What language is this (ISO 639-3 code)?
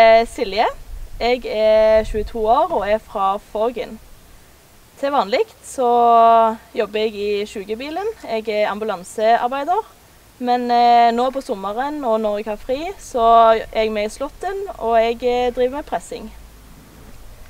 nor